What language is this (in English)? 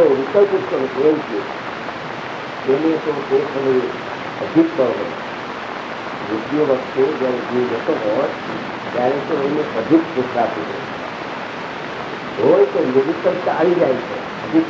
Gujarati